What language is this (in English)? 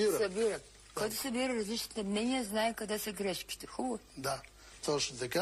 Bulgarian